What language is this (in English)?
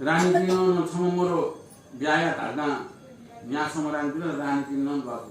Newari